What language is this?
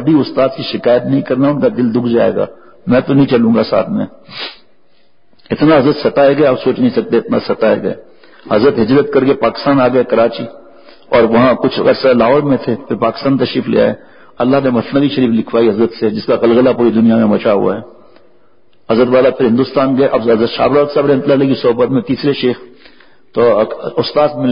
Urdu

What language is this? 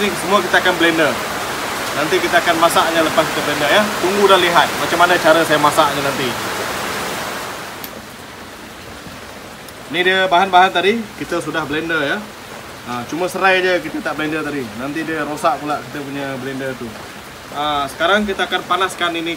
Malay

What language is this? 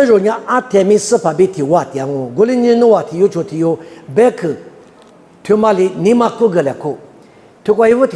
Lisu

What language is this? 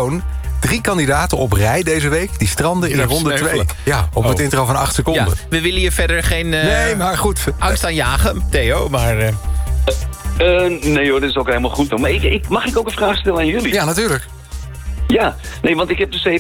Dutch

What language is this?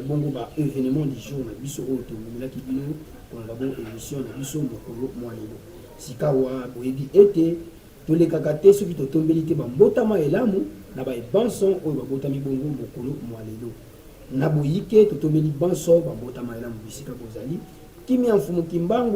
Lingala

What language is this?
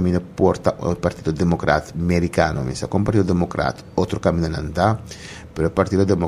Papiamento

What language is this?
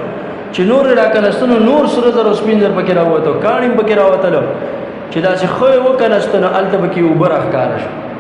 Pashto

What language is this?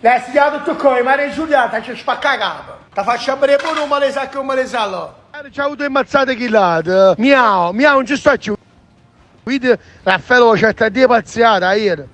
Neapolitan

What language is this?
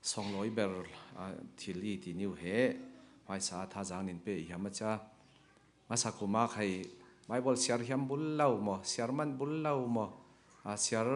Falam Chin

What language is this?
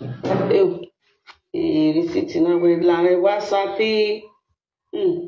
Nigerian Pidgin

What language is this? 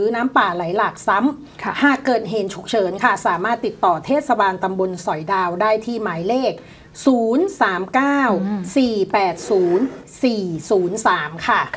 Thai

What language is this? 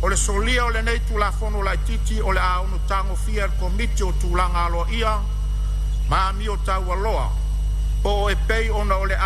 Samoan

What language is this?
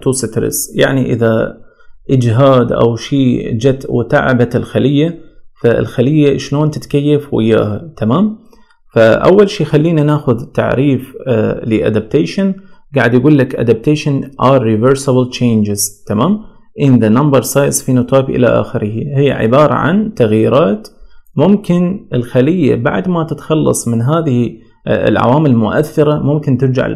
Mesopotamian Arabic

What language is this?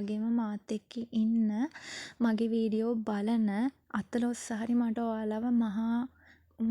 Sinhala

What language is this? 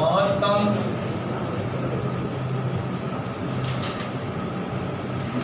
Gujarati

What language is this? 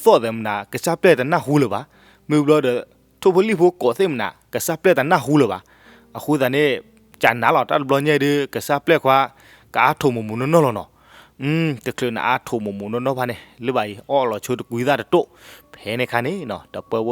S'gaw Karen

